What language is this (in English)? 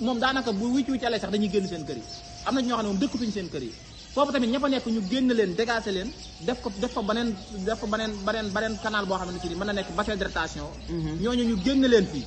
Wolof